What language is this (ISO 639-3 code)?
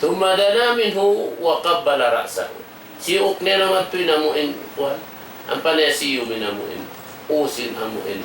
tsg